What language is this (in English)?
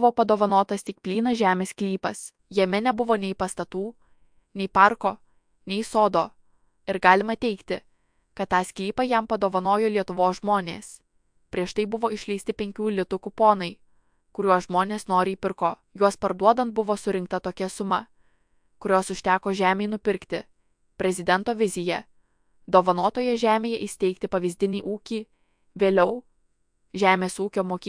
Lithuanian